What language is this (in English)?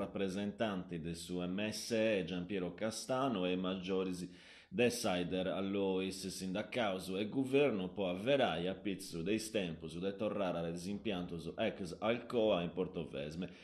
Sardinian